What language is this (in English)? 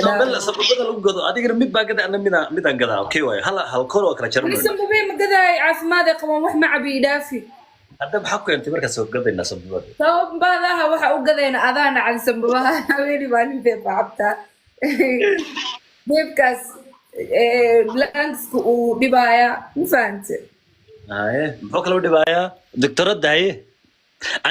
Somali